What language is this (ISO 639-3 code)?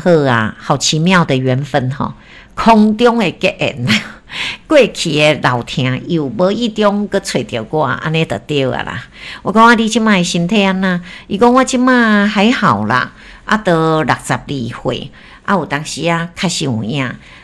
nan